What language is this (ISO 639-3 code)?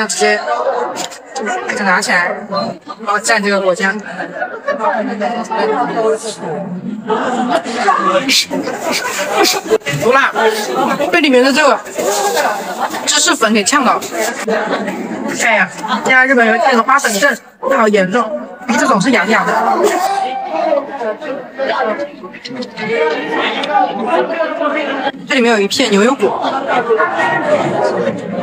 zho